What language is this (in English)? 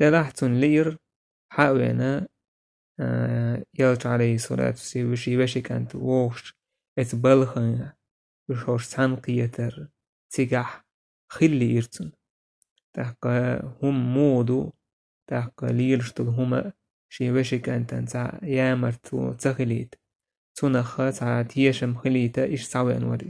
Chechen